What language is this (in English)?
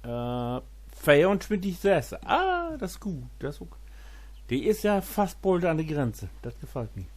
Low German